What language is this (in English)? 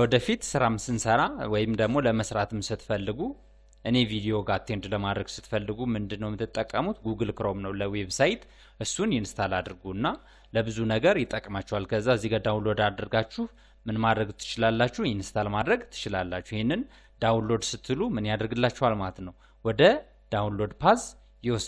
Amharic